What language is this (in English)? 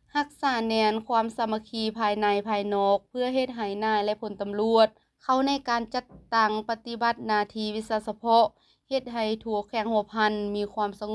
Lao